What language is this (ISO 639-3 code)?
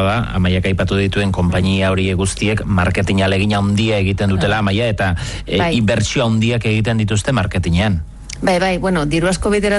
eus